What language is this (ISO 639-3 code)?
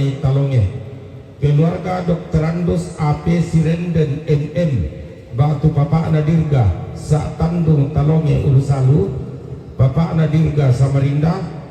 sda